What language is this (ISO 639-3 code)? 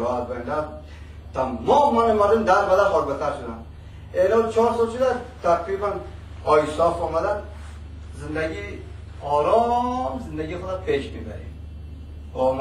fas